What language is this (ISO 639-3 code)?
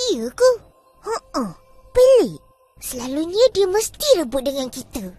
msa